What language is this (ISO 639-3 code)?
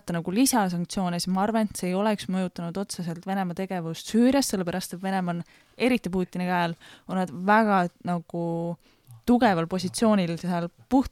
est